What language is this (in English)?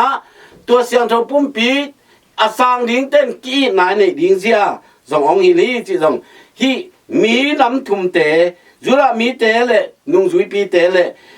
Tedim Chin